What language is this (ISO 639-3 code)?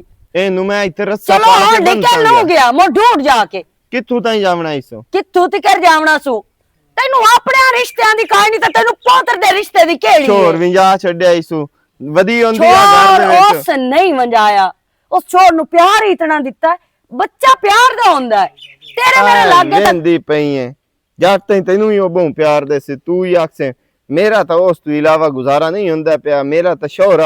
lah